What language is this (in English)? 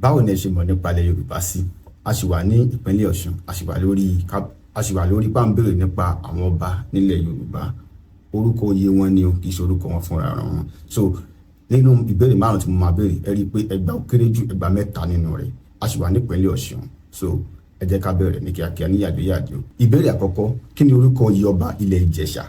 Yoruba